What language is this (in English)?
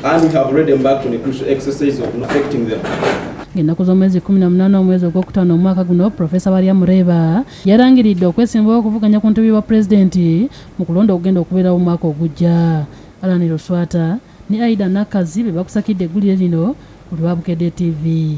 Ganda